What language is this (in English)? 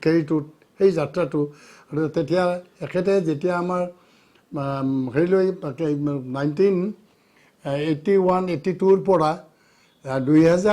Assamese